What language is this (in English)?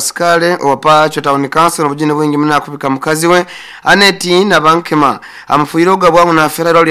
Nyoro